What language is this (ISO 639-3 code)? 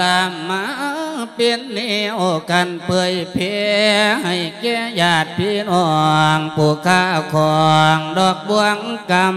lao